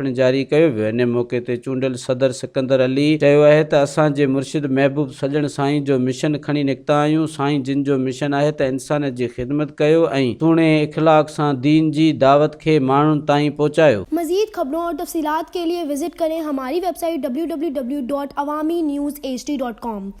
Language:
Sindhi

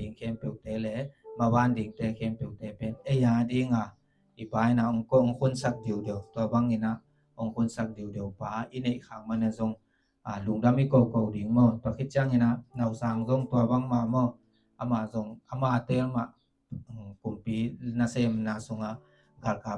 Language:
Tedim Chin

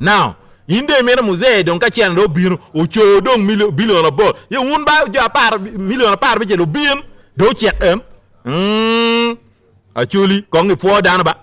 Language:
Acoli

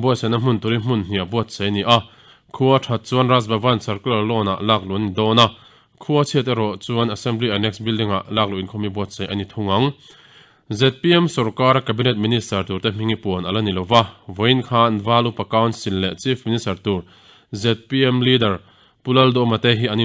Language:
Mizo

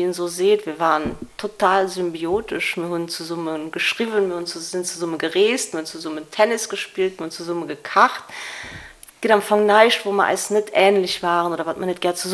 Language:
Luxembourgish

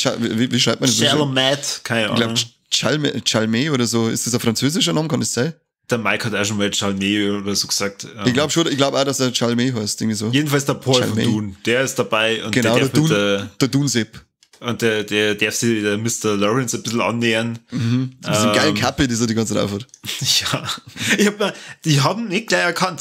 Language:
Bavarian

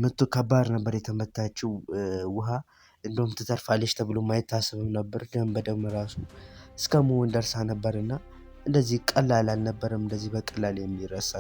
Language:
Amharic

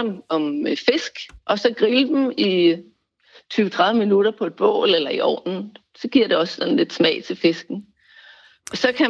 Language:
Danish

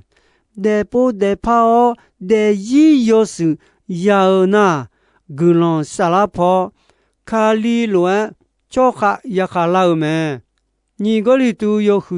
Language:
Akha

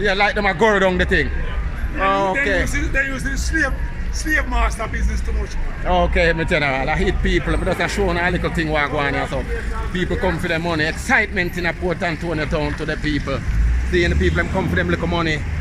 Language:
Jamaican Creole English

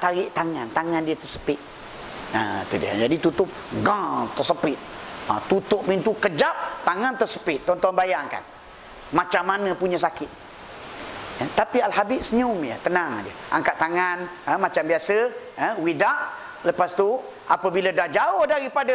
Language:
Malay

